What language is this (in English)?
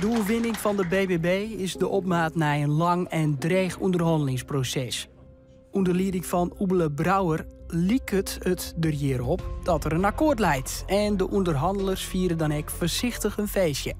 Western Frisian